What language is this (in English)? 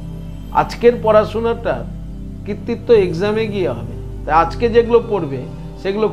Bangla